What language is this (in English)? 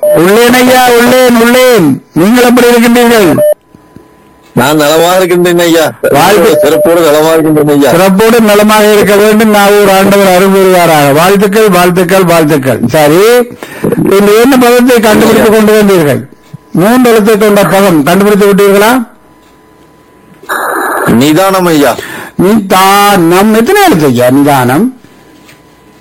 Tamil